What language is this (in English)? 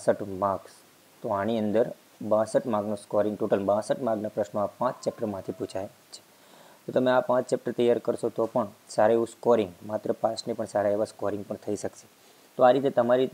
Gujarati